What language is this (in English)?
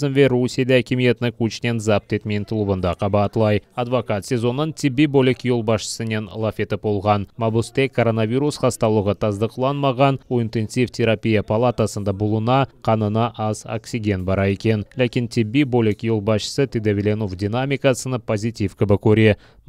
Crimean Tatar